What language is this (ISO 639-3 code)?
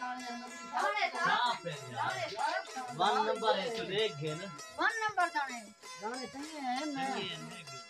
skr